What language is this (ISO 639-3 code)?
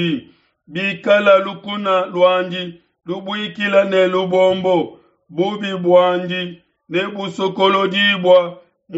lua